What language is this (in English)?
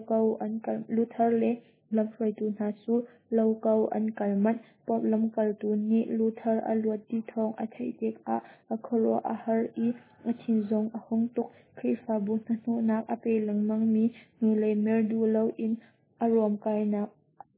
Hakha Chin